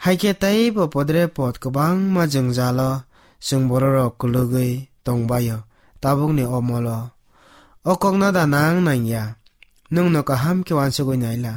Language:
Kok Borok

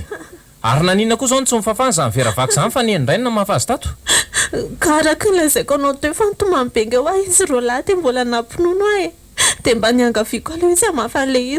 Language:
Malagasy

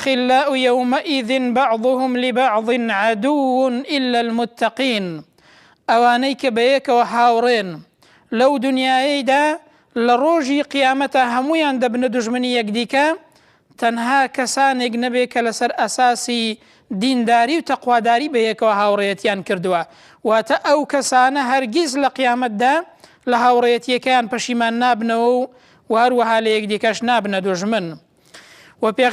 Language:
Central Kurdish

